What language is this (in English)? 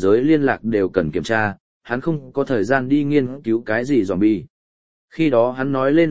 Vietnamese